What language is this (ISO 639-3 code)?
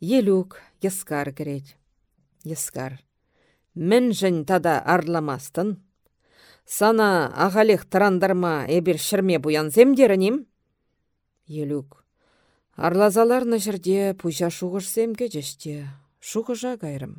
chv